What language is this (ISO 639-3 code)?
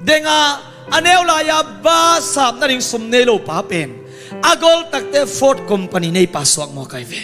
ctd